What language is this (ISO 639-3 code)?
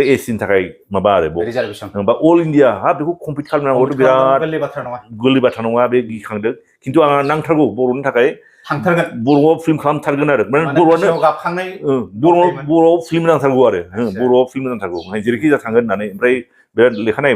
brx